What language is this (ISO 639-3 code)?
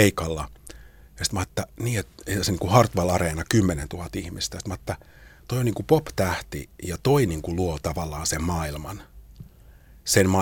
fin